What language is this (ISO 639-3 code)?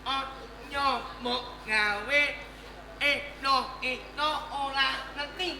jav